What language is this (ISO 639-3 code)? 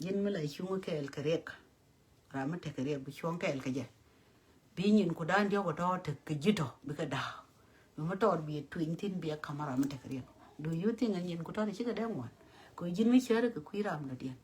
nus